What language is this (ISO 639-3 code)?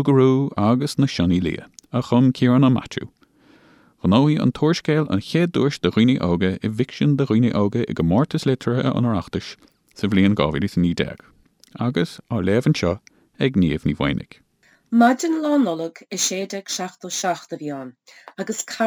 gle